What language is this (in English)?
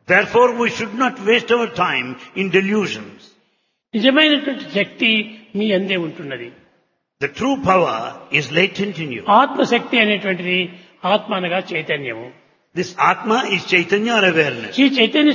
Telugu